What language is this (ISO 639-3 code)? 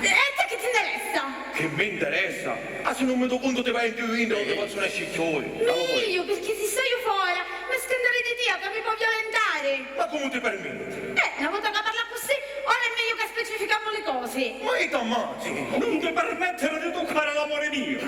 scn